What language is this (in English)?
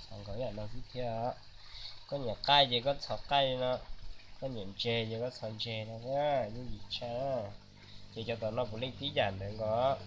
Hmong